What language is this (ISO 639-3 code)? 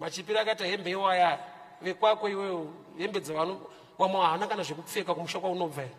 sna